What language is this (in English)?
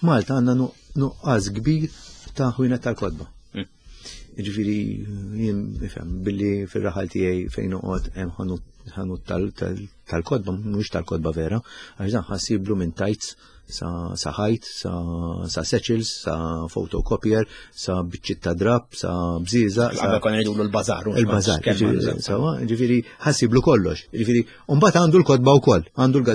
Maltese